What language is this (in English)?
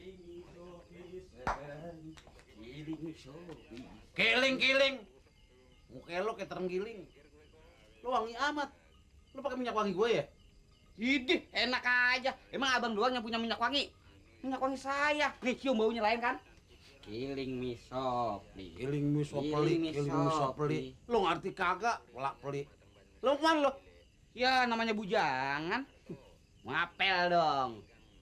Betawi